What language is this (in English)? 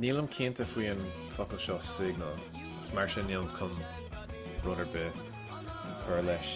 Irish